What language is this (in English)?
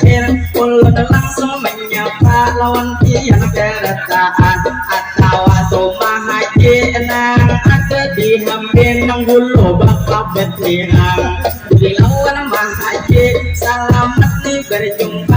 Banjar